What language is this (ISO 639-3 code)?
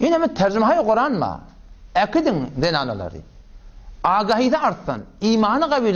tuk